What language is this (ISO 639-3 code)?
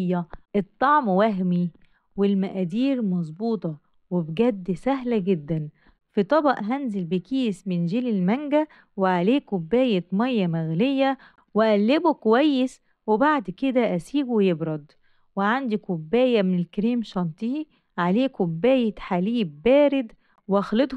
arz